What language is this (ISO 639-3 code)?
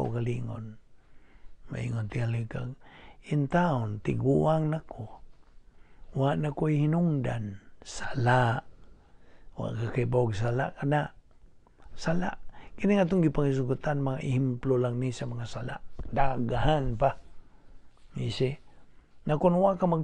ceb